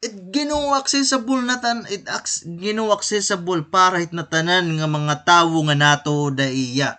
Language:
Waray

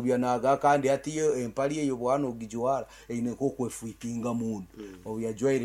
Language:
Nyankole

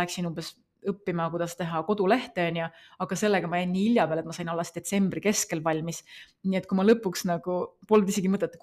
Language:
Estonian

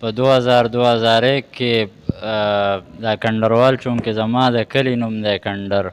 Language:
Pashto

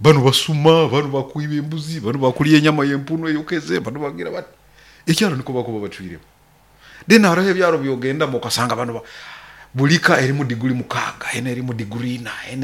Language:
Nyoro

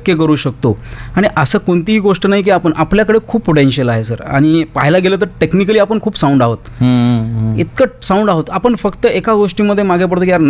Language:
Marathi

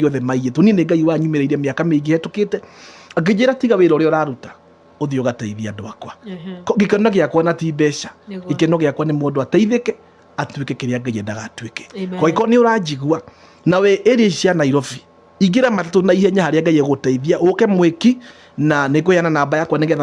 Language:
Kikuyu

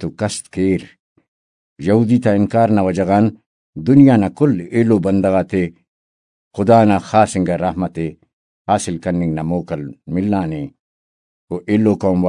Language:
Brahui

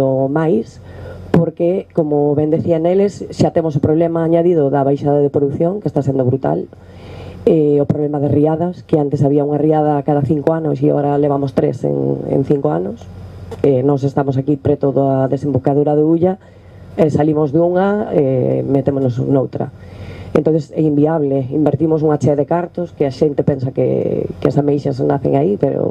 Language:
Galician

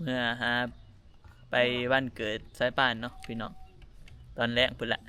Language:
Lao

